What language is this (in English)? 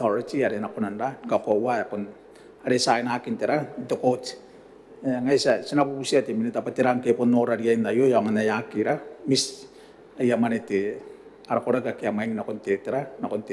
Gilbertese